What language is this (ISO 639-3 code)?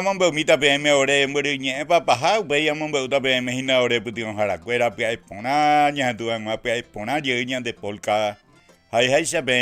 grn